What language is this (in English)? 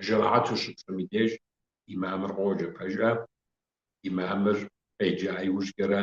Kabardian